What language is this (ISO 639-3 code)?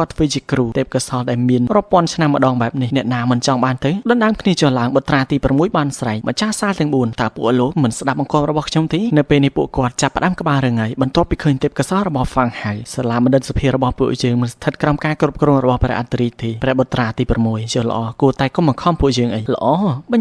khm